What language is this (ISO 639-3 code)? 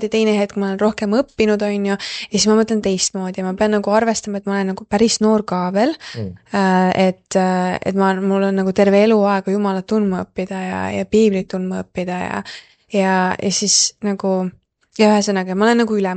est